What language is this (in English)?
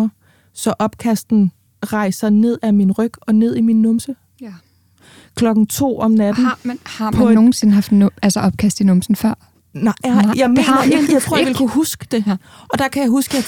Danish